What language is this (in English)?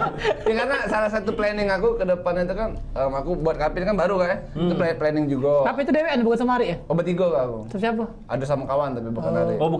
Musi